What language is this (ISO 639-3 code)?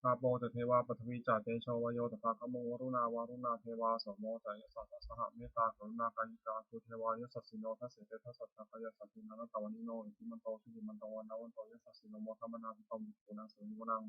pli